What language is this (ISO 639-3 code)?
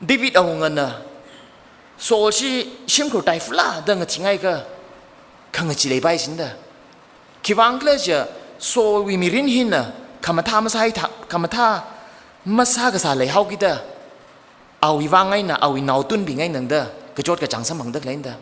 nmf